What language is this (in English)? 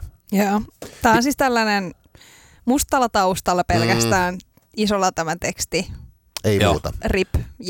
Finnish